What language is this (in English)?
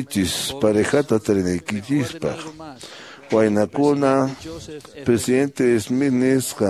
Quechua